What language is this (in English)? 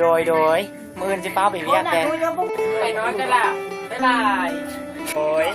Northeastern Thai